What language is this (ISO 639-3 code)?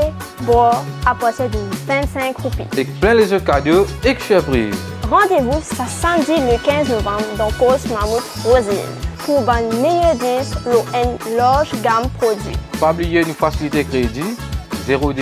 mfe